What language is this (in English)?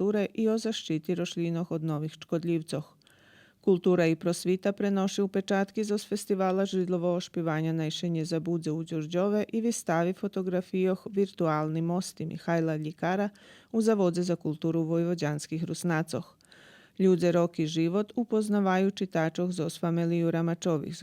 Rusyn